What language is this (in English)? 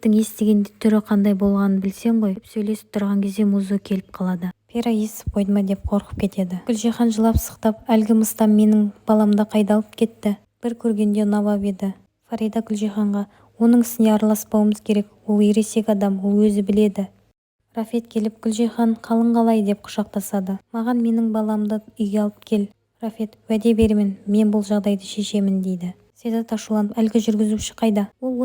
Kazakh